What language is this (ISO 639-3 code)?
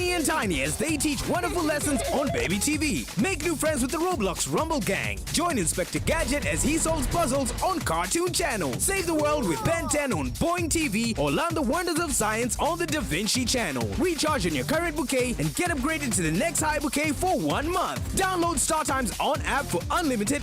mer